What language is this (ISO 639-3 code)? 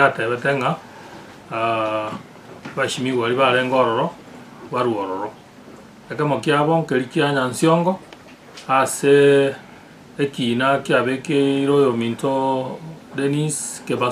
guz